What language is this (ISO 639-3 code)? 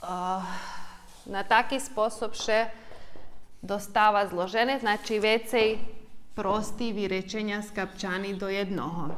rue